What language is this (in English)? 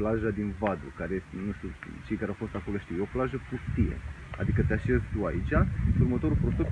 Romanian